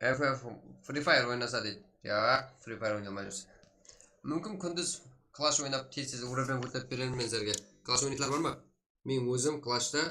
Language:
Kara-Kalpak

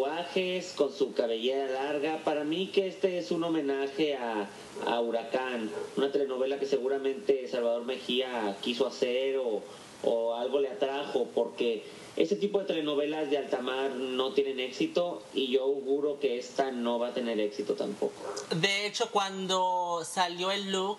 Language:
Spanish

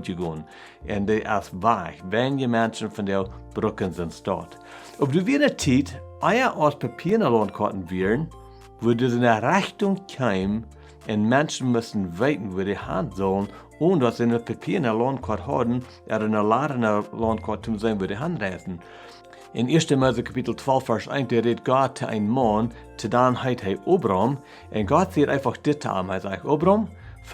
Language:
Plautdietsch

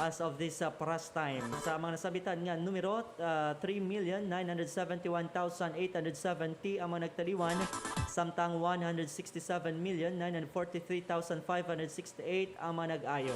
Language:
Hiligaynon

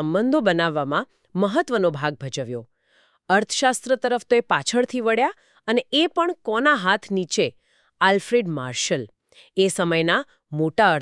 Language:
Gujarati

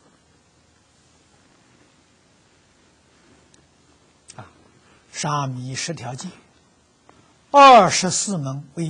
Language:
Chinese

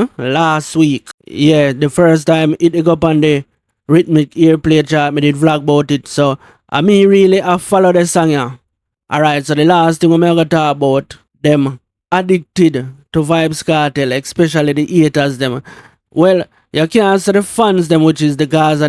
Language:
Jamaican Creole English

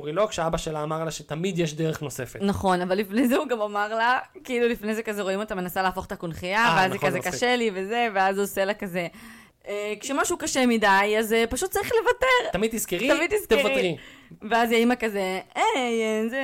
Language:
Hebrew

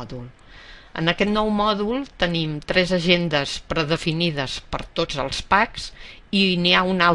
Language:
Catalan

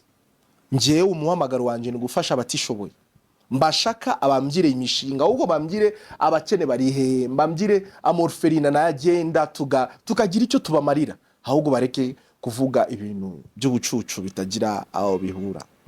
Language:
Kinyarwanda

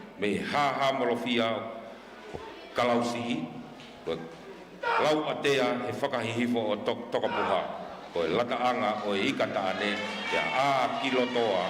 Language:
Tongan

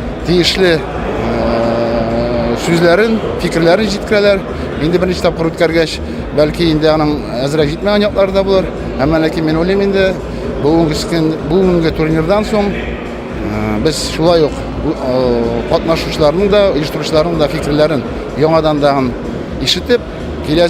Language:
Tatar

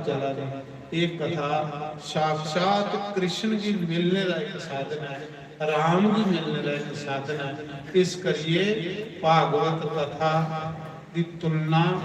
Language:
Dogri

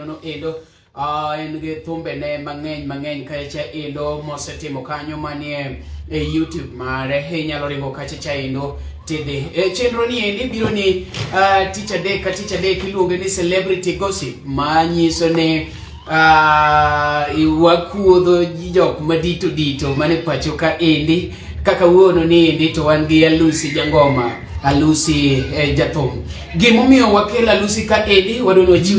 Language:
Luo (Kenya and Tanzania)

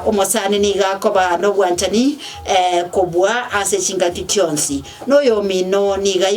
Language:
Gusii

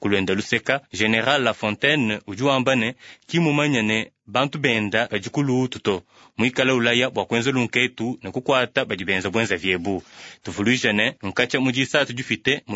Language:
Luba-Lulua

